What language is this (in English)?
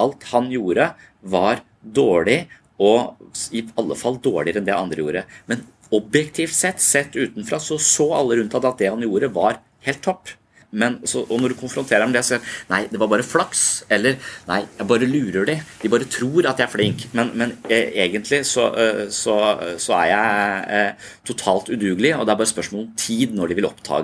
Norwegian